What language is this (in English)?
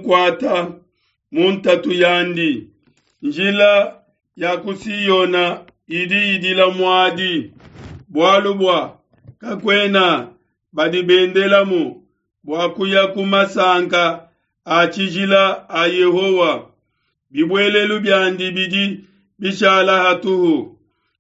Luba-Lulua